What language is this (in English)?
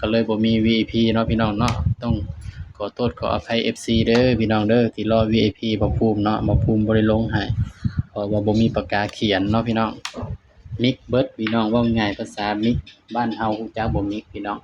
Northeastern Thai